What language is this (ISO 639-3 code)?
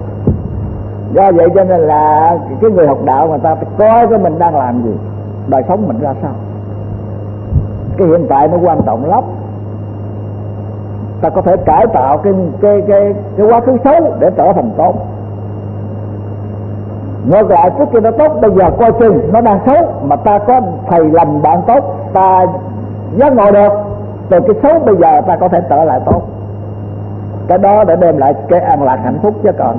vie